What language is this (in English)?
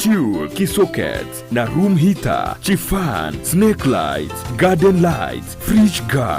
Gusii